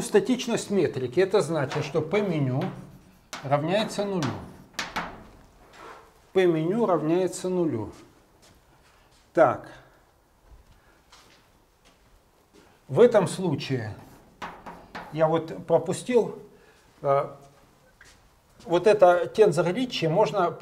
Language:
Russian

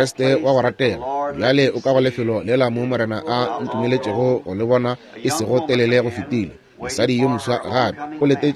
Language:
Northern Sotho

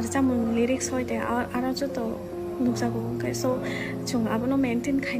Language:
Kok Borok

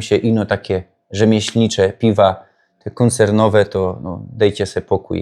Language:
Silesian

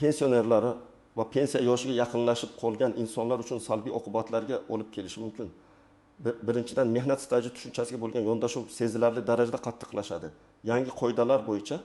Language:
Uzbek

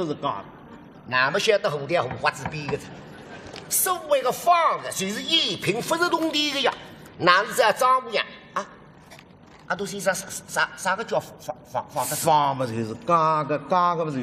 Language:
Wu Chinese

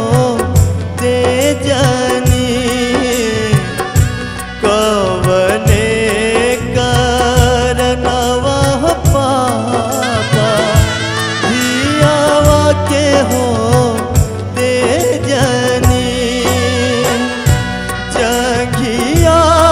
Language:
Bhojpuri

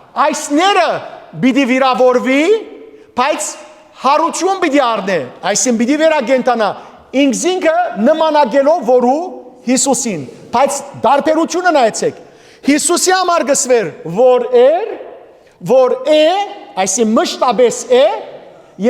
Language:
Western Armenian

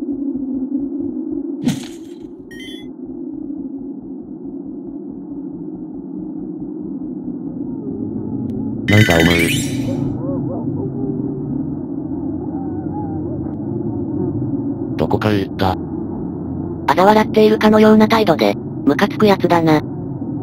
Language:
Japanese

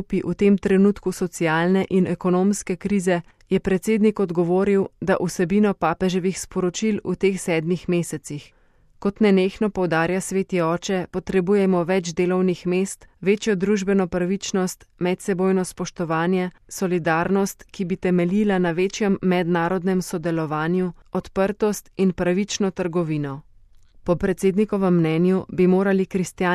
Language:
Slovenian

